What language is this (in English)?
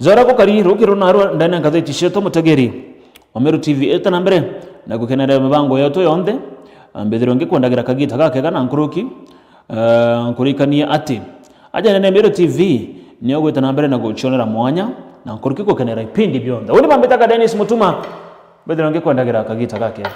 Meru